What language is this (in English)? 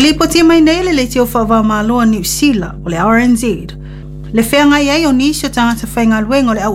Samoan